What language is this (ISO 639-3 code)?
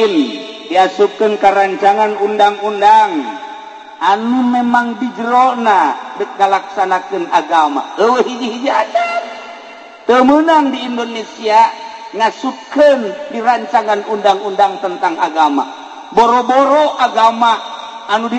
sun